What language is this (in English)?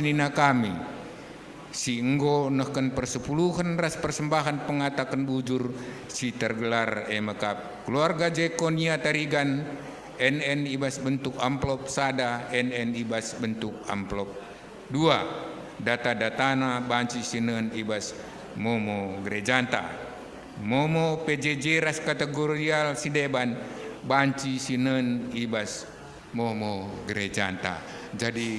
Batak Karo